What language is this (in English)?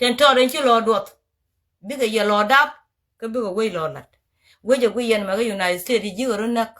Nuer